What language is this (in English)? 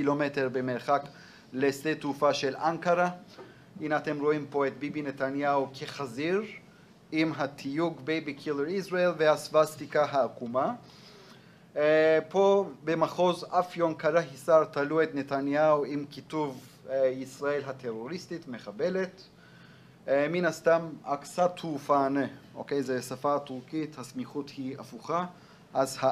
Hebrew